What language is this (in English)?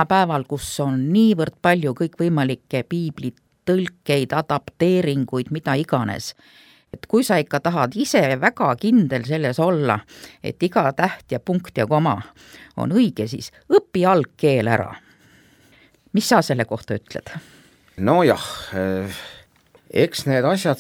Estonian